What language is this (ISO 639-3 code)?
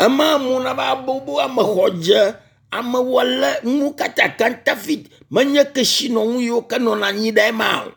ewe